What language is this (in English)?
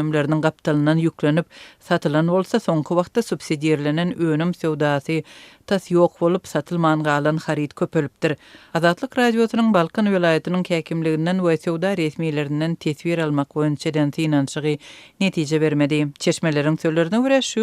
Turkmen